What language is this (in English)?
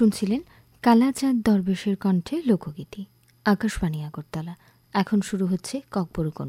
Bangla